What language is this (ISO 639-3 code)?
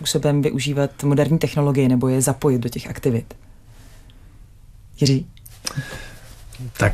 ces